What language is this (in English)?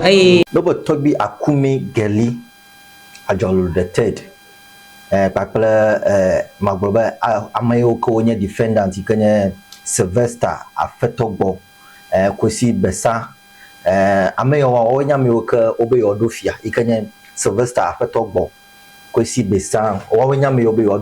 Ewe